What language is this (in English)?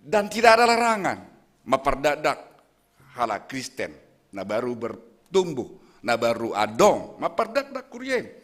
Batak Simalungun